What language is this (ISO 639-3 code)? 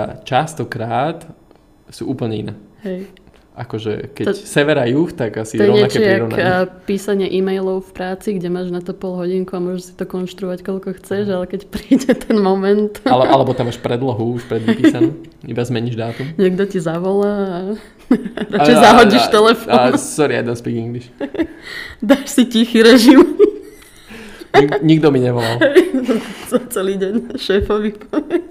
slk